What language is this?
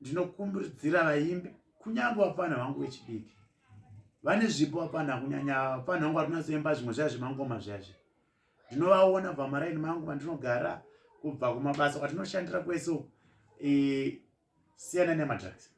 Shona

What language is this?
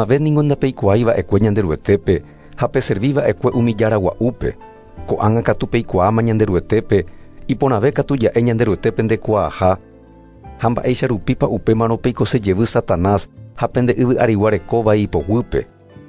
Guarani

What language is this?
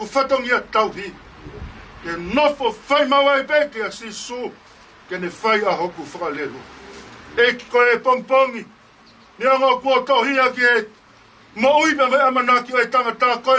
Tongan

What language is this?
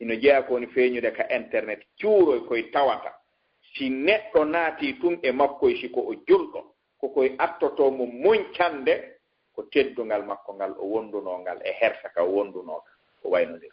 Fula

